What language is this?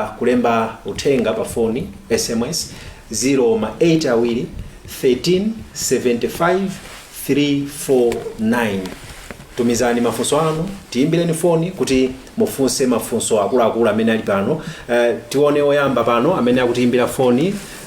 Nyanja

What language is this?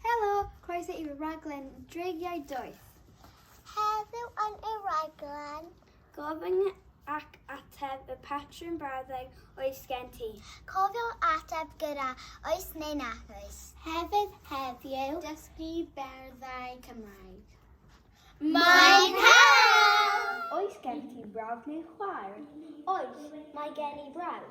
Welsh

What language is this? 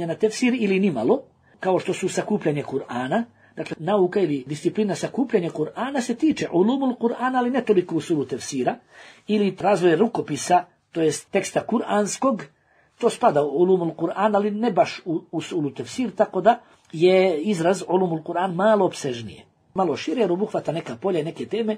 Bosnian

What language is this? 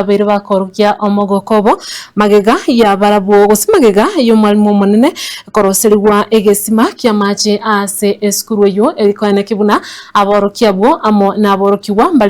Gusii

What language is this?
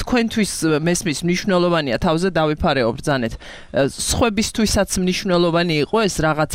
Georgian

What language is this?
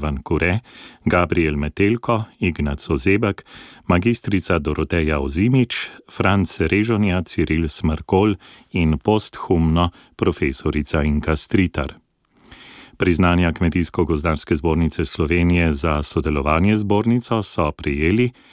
Slovenian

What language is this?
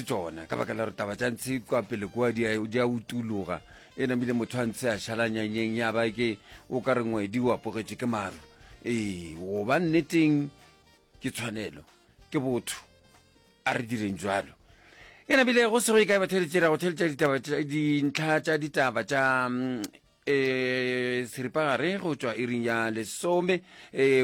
Northern Sotho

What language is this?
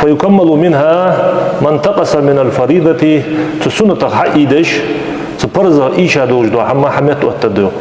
Ingush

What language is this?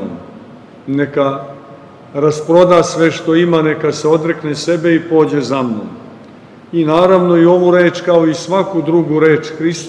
Serbian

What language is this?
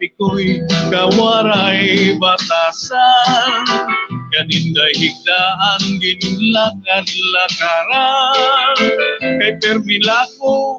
Waray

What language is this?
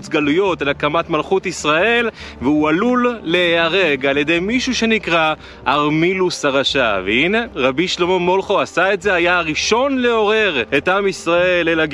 Hebrew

